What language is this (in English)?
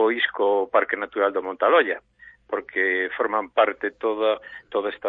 Galician